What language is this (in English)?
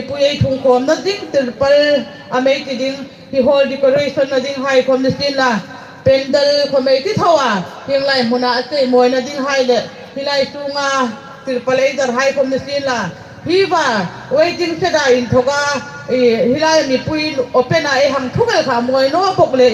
Hmar